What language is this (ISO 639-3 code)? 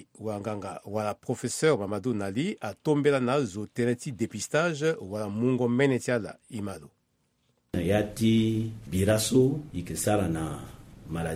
sag